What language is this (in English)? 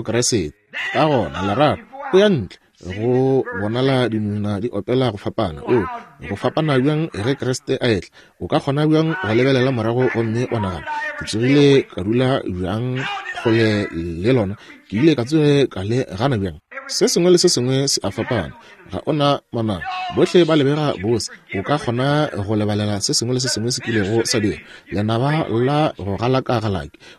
Northern Sotho